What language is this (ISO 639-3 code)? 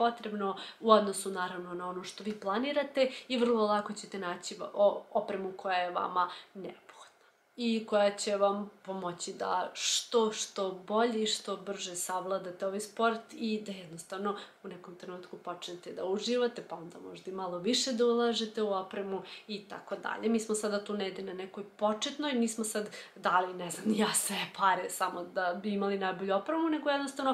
srp